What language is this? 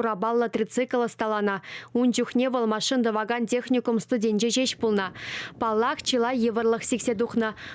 Chuvash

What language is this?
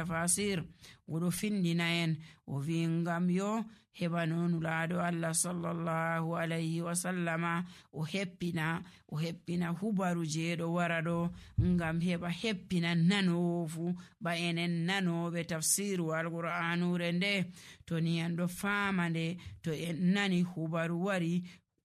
Nigerian Fulfulde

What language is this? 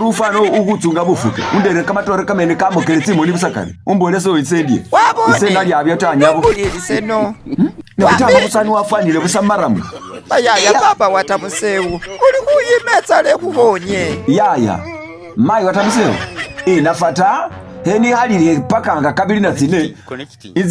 Masaaba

